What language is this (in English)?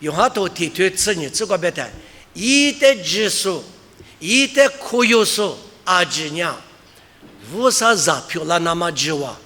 Lisu